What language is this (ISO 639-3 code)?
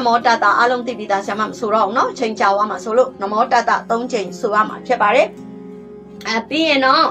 mya